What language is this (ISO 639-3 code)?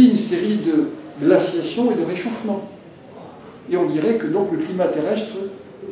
fra